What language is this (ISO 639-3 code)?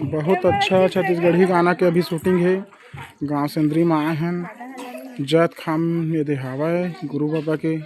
hne